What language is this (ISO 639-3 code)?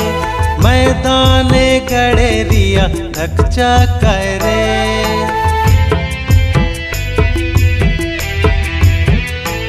sck